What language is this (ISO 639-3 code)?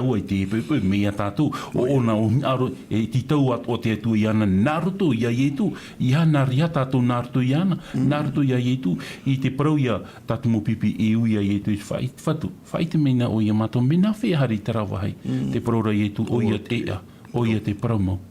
tah